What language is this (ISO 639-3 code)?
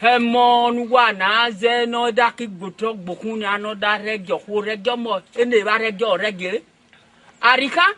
ish